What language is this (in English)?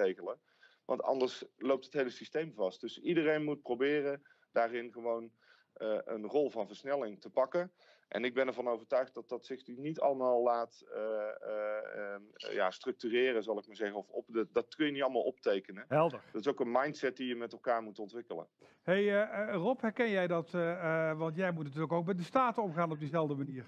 Dutch